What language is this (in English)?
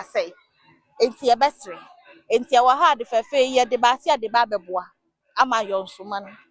Akan